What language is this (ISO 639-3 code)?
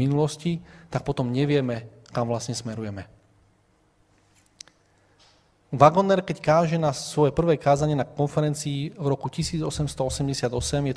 slk